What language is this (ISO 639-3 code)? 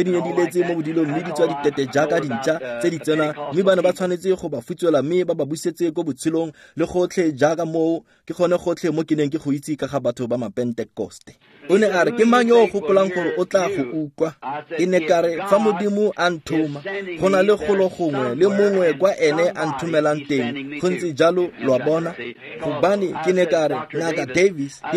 tsn